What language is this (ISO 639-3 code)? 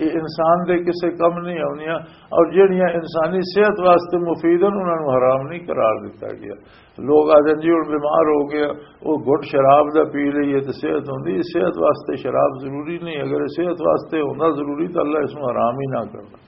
lah